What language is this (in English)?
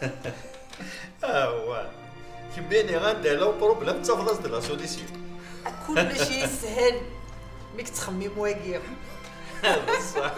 Kabyle